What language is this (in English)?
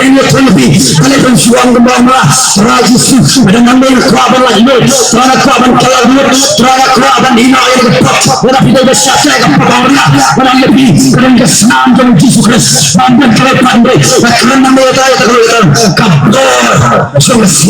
Khasi